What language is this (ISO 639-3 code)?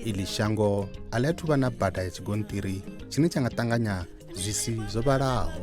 ven